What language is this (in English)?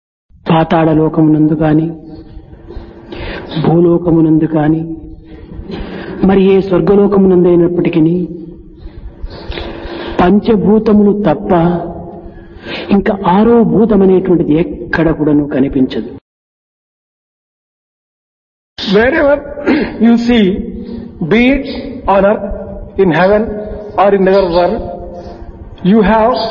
Telugu